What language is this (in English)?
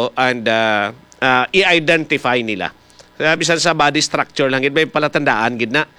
Hiligaynon